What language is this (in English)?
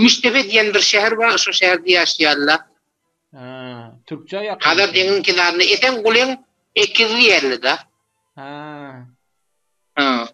Turkmen